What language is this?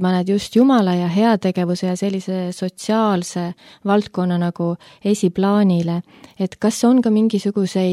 Estonian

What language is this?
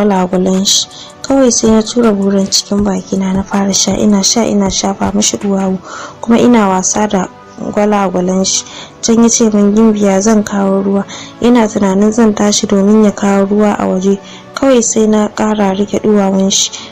Hausa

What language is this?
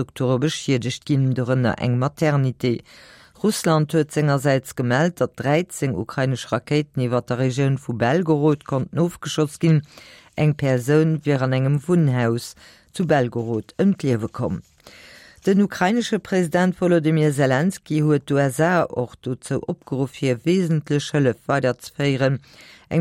Luxembourgish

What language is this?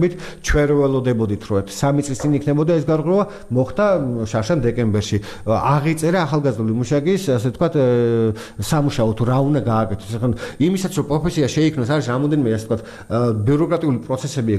Georgian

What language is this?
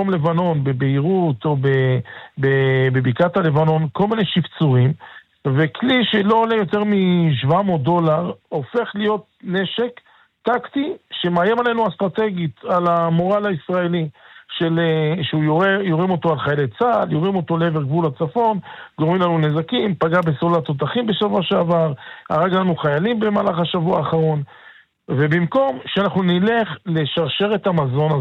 Hebrew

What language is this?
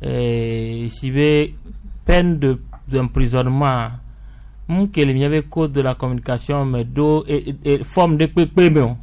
Gen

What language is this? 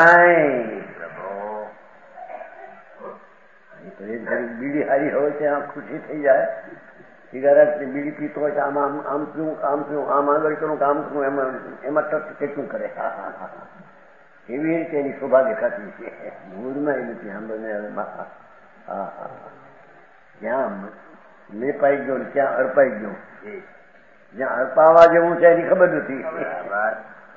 Gujarati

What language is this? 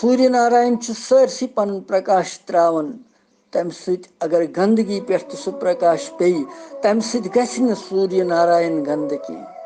Kashmiri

